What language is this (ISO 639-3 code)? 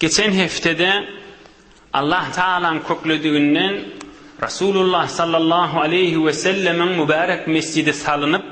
tuk